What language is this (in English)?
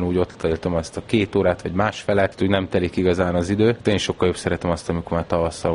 Hungarian